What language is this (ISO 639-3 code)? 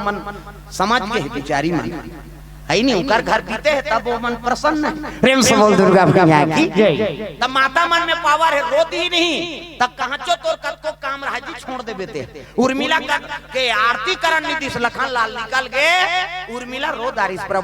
hne